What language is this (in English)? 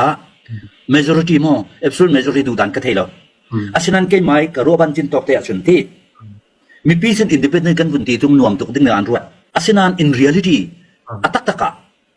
Falam Chin